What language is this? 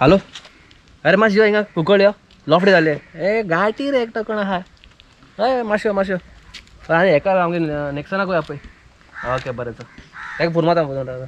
Konkani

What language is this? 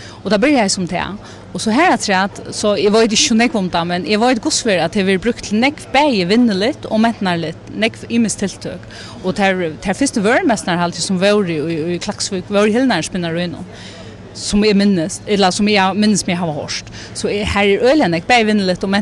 Faroese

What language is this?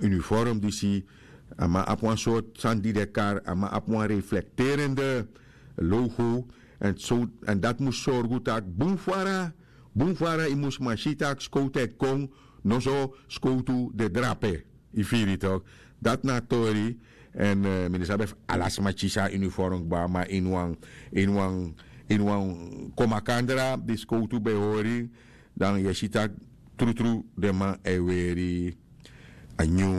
Sranan Tongo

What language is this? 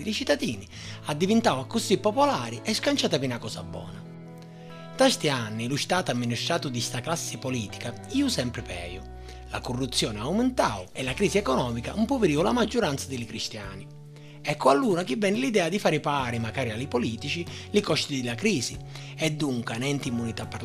Sicilian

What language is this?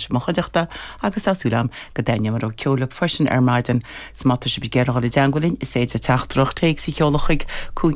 Irish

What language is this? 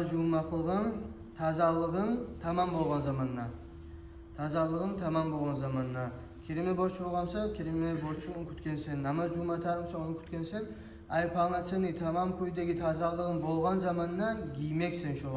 Kumyk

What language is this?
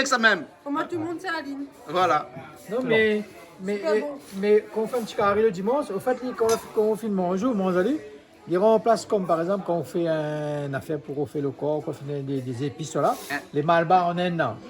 Réunion Creole French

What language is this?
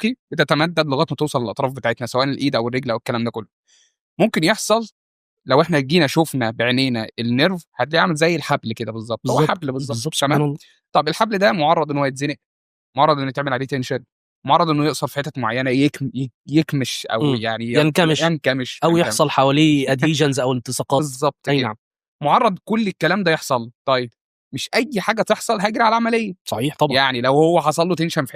Egyptian Arabic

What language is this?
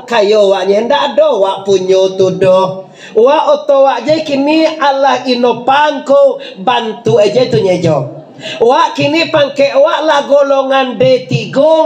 Minangkabau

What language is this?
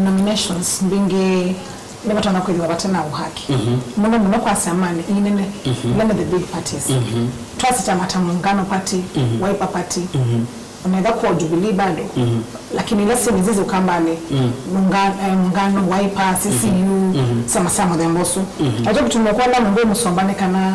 Kamba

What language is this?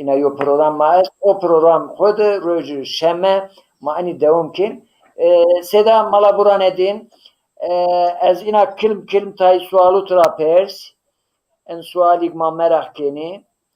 Zaza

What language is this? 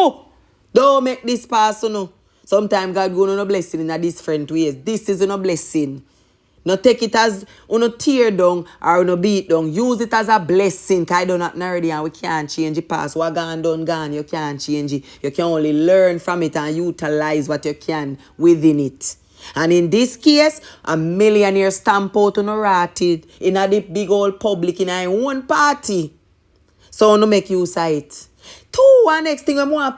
Jamaican Creole English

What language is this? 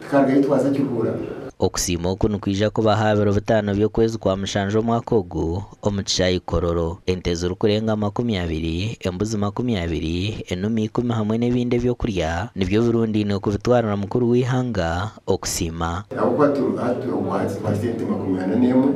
Nyankole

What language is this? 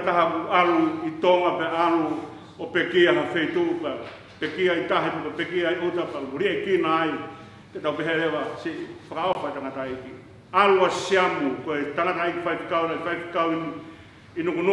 Tongan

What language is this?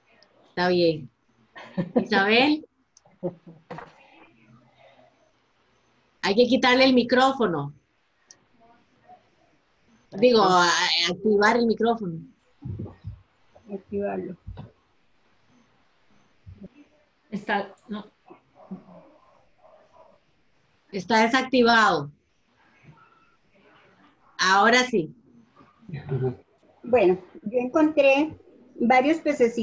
Spanish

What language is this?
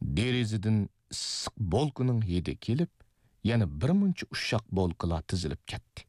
Uyghur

